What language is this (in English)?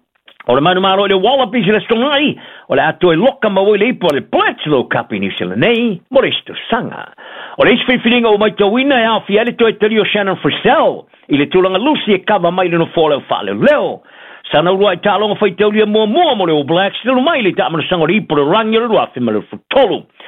Samoan